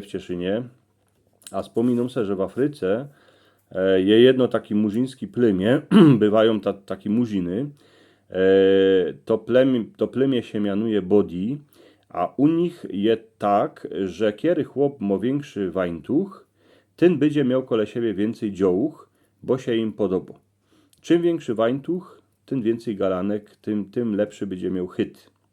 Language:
Silesian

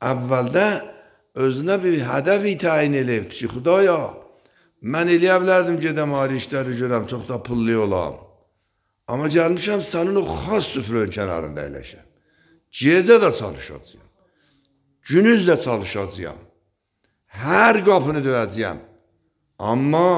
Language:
Azerbaijani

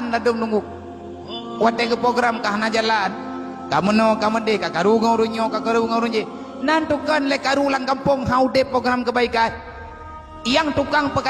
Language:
Achinese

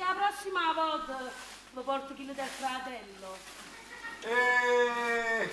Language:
Neapolitan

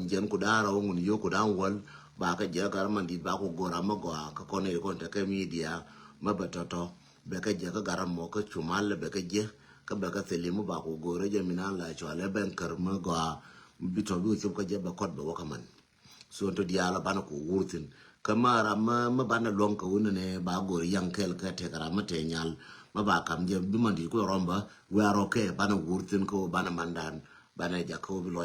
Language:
Nuer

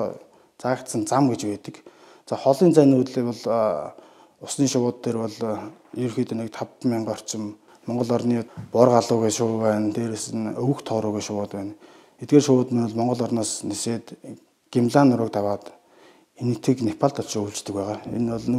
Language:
Mongolian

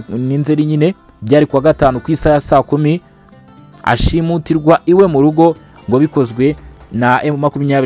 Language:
Kinyarwanda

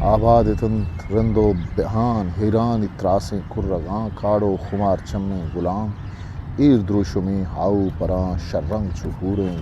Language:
Eastern Balochi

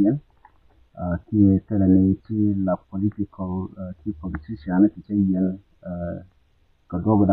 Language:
Nuer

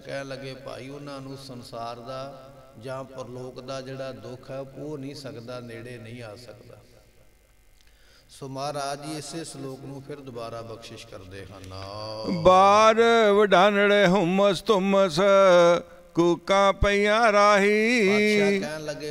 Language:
Punjabi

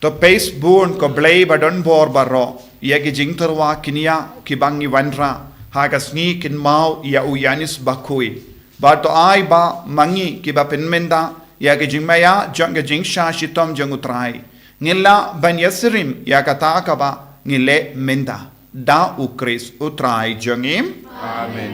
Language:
Khasi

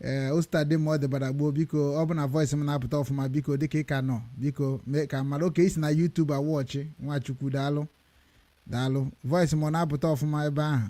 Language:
Igbo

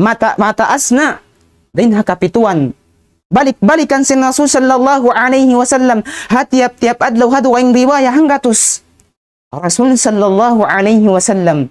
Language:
Tausug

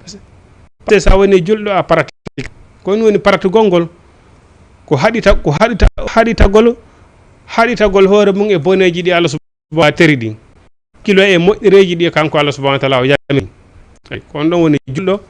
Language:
Fula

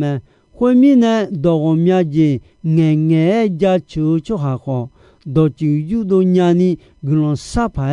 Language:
Akha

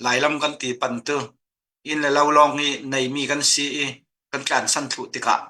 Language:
Falam Chin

